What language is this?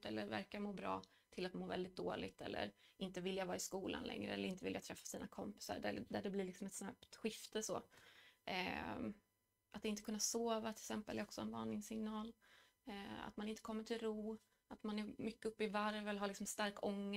Swedish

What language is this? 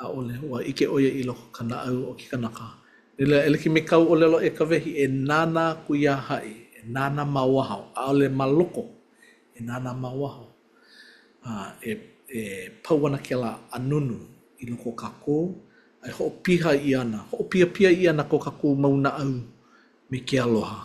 Hawaiian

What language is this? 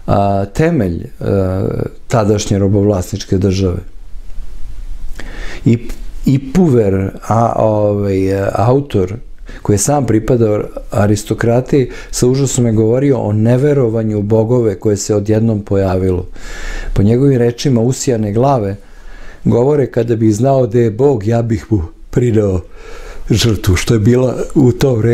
Serbian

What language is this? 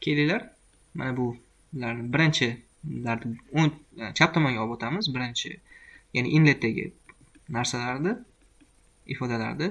Uzbek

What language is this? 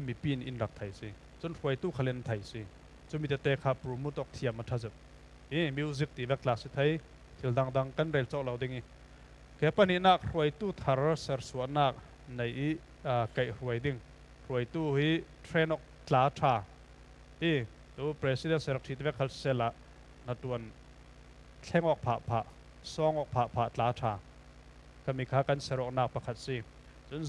Falam Chin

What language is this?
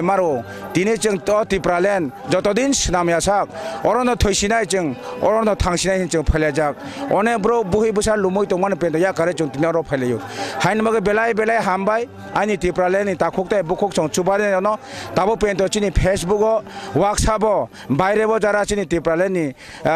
Kok Borok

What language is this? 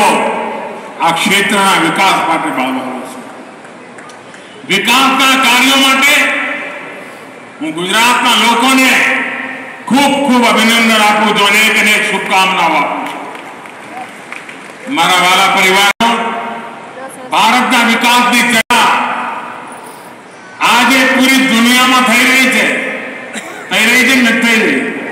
Gujarati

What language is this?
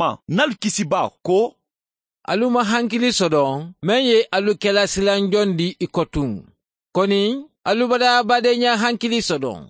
Mandingo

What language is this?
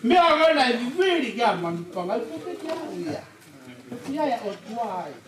Tongan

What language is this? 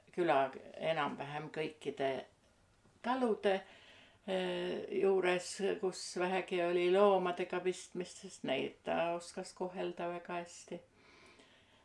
Estonian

